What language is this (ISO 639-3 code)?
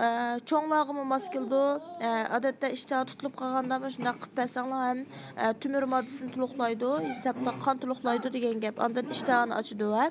uig